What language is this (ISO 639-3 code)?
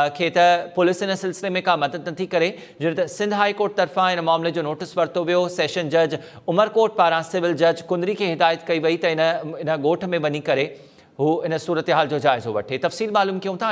snd